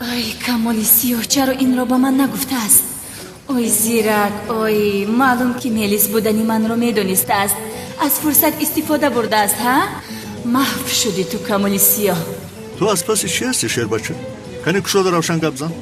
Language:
Tajik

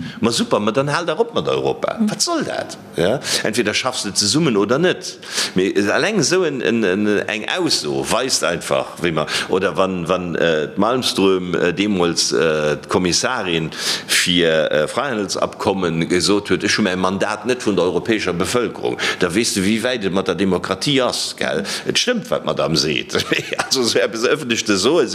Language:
Luxembourgish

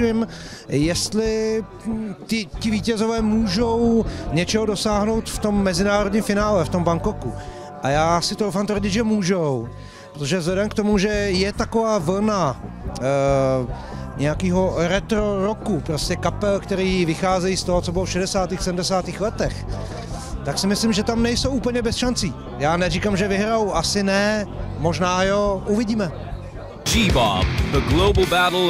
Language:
Czech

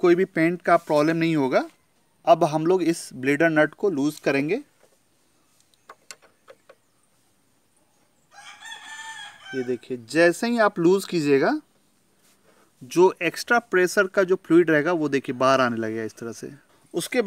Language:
Hindi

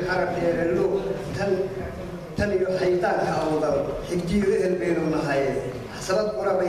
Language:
Somali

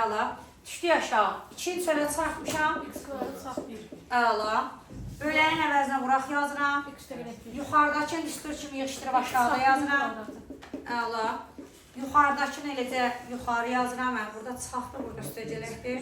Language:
Azerbaijani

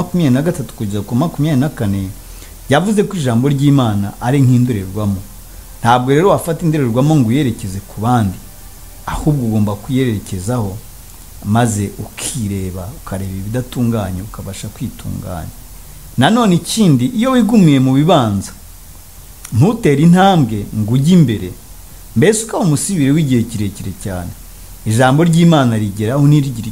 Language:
Kinyarwanda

